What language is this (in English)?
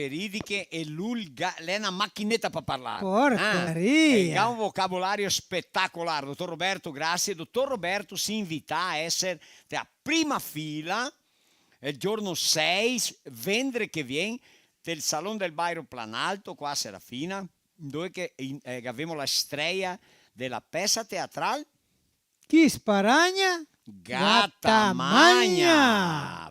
Venetian